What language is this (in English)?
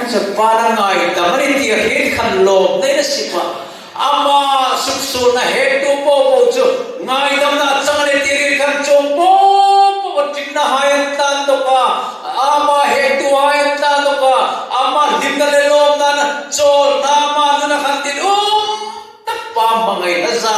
Hmar